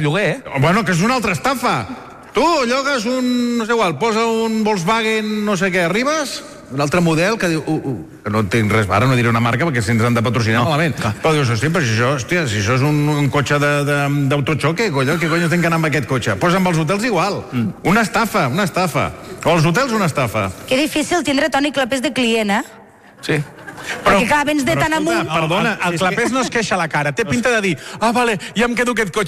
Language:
Catalan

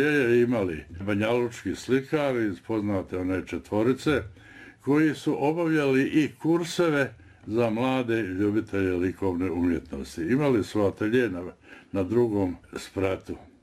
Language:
Bosnian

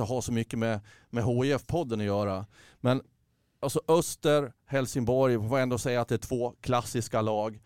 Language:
Swedish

